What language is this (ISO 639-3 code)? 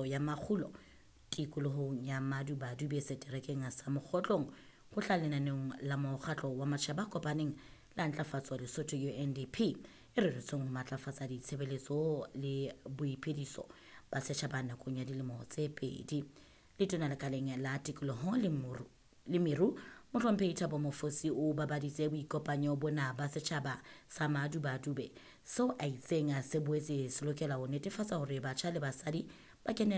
sot